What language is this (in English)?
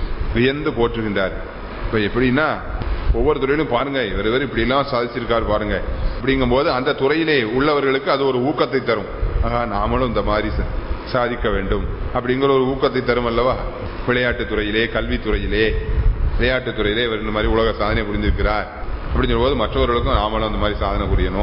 Tamil